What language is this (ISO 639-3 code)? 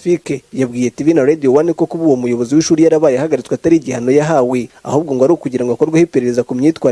kin